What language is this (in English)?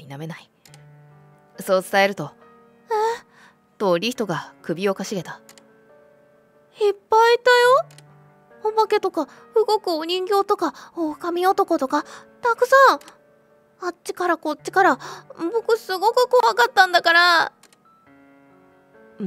Japanese